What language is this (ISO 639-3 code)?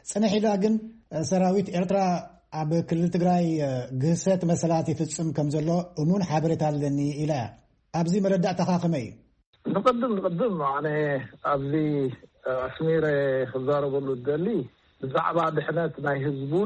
tir